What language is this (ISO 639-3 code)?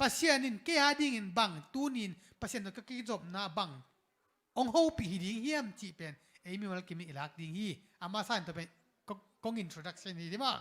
ctd